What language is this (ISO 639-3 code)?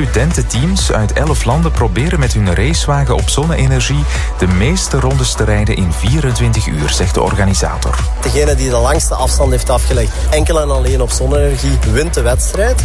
nld